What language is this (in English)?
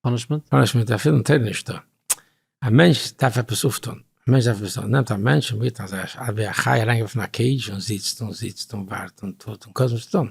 Yiddish